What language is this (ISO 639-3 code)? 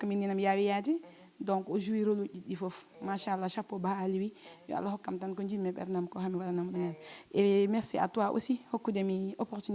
ful